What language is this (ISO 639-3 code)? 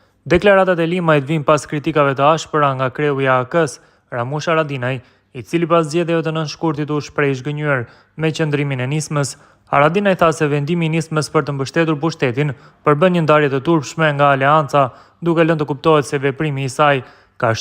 sqi